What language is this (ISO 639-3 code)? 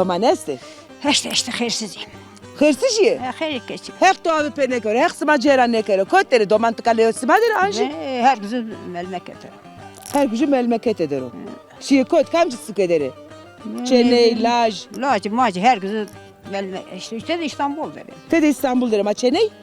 zza